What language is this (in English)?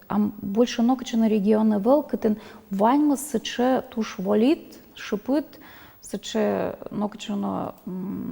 Udmurt